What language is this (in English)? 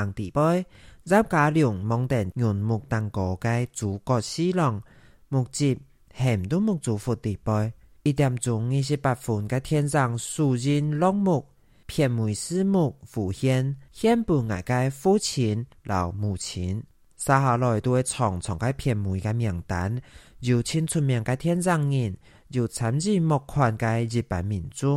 Hakka Chinese